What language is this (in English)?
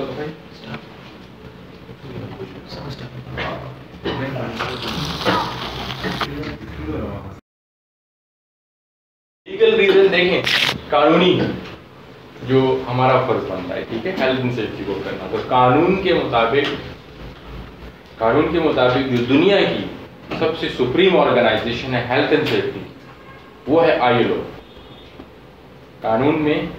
Urdu